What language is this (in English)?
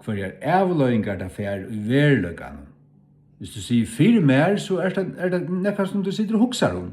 Faroese